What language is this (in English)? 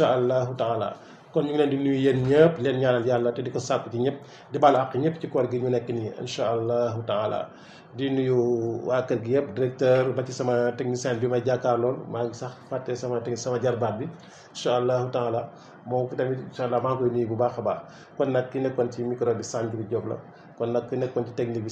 Wolof